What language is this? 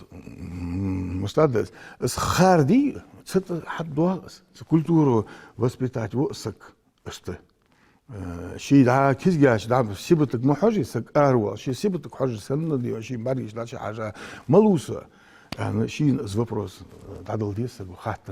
Ingush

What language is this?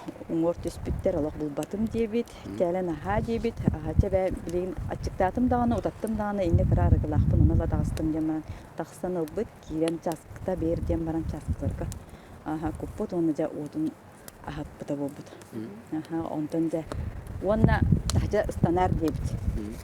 Yakut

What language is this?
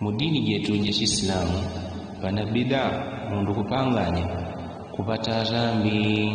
Yao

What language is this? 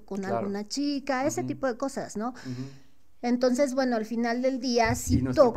Spanish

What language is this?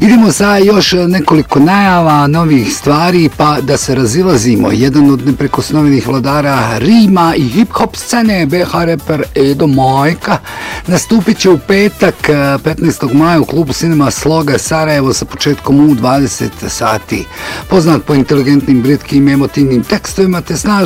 Bosnian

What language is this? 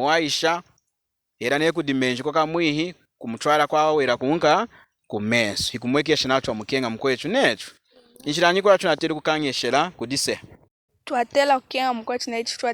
Lunda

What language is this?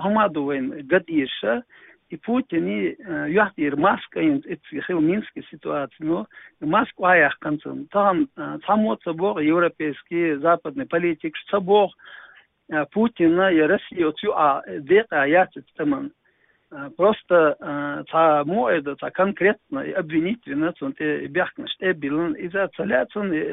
Chechen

